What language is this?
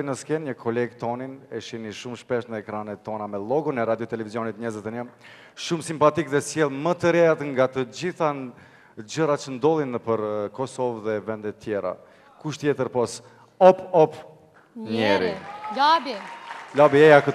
Albanian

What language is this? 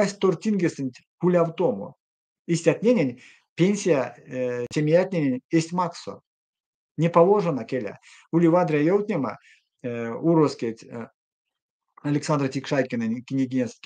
Erzya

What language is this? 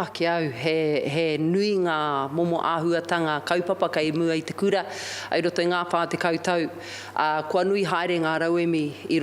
Māori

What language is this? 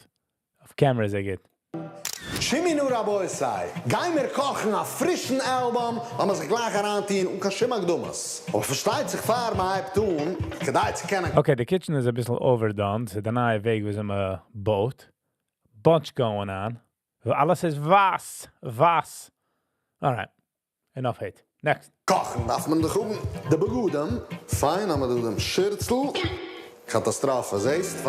Yiddish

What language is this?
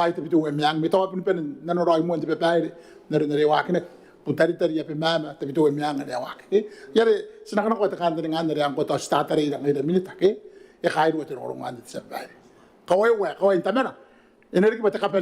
Gilbertese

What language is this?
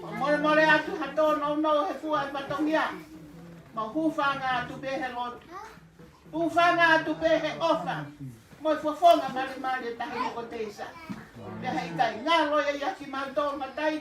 Tongan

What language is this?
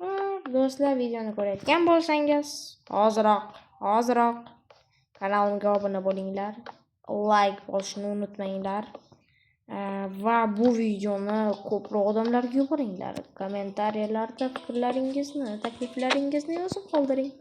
Uzbek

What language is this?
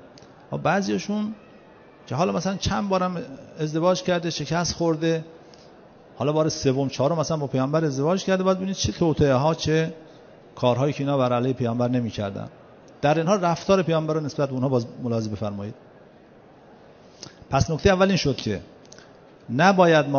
Persian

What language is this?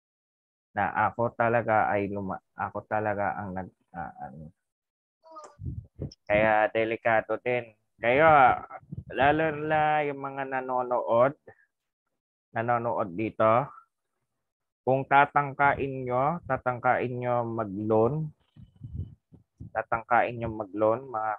Filipino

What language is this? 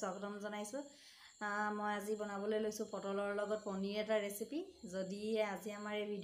Assamese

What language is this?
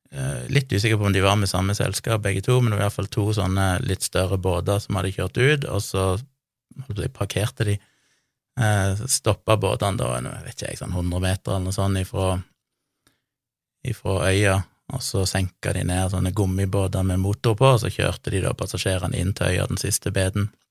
Norwegian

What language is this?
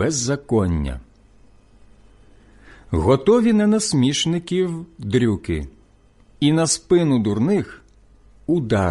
Ukrainian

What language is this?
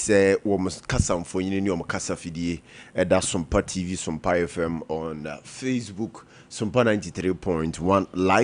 Akan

